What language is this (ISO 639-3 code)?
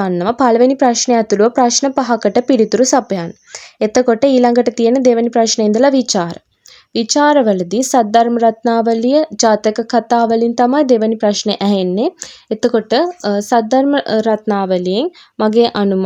sin